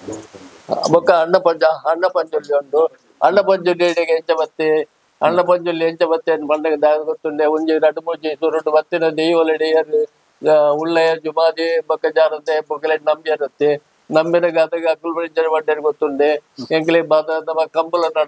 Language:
Tulu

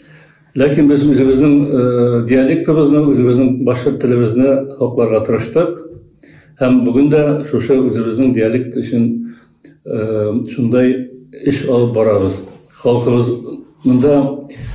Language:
Bashkir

